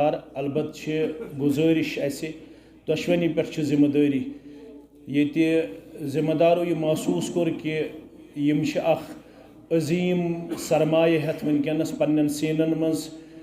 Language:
Kashmiri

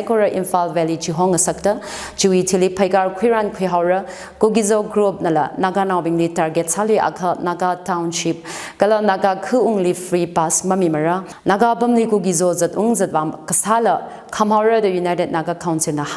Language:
Tangkhul Naga (India)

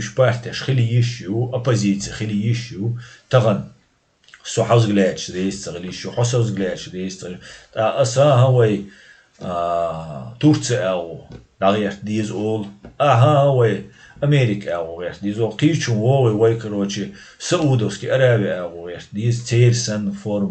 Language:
Chechen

